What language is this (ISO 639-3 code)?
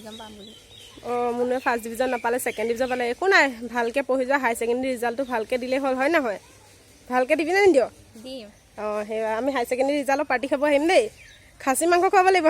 asm